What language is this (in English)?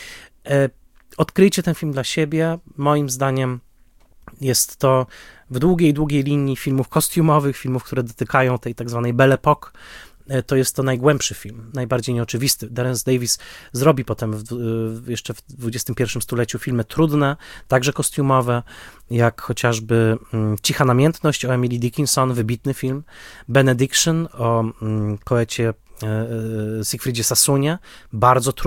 Polish